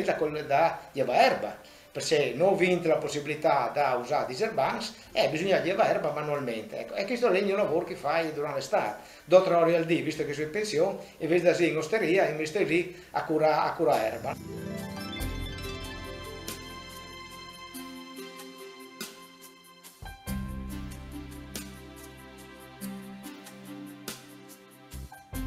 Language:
Italian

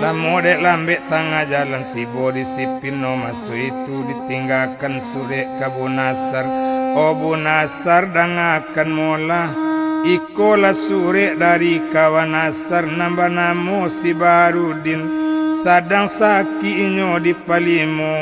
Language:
Minangkabau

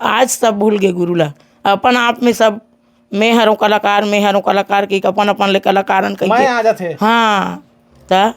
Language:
Chhattisgarhi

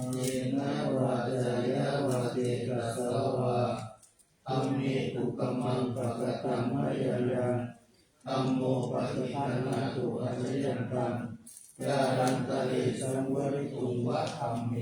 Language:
Pali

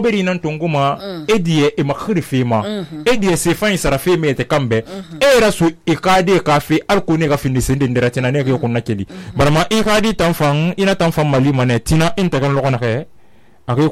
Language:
Susu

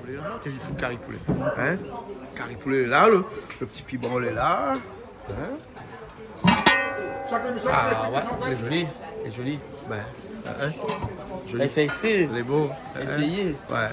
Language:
Réunion Creole French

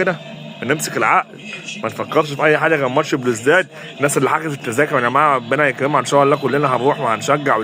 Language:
Egyptian Arabic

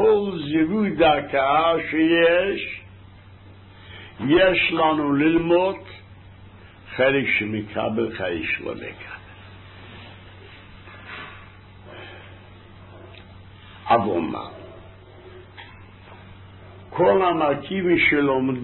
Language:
Hebrew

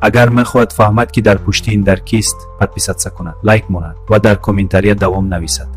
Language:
Tajik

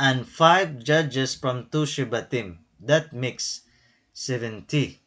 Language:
Waray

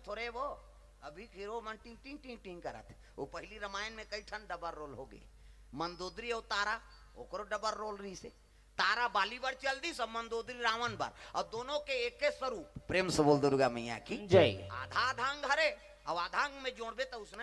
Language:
Chhattisgarhi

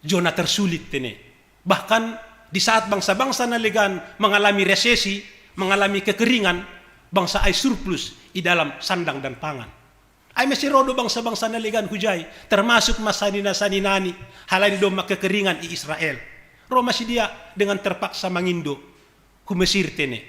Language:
Batak Simalungun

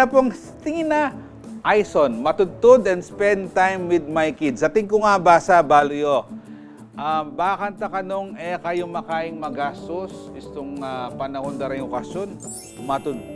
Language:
Pampanga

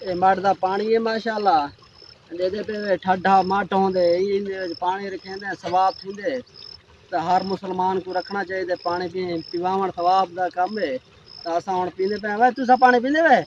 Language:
Saraiki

